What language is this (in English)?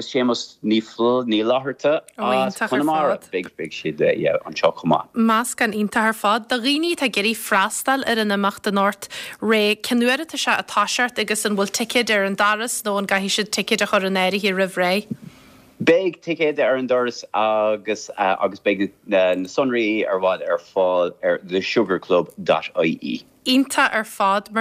Irish